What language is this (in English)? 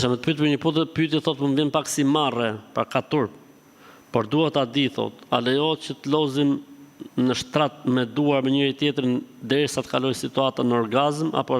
Albanian